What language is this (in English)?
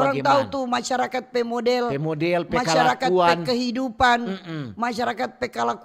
Manado Malay